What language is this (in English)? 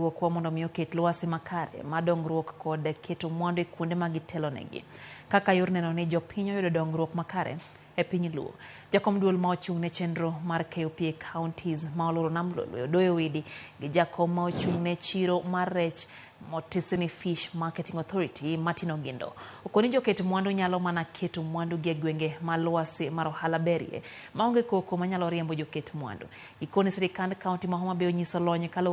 Luo (Kenya and Tanzania)